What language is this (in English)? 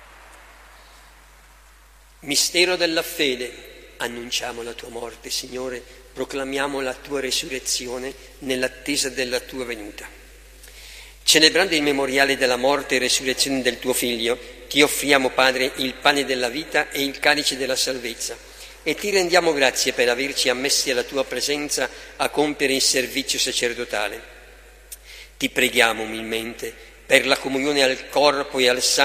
Italian